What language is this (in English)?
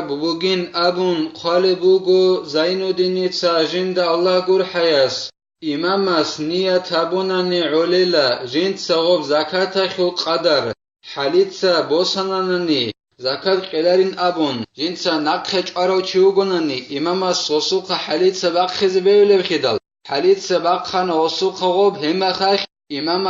Avaric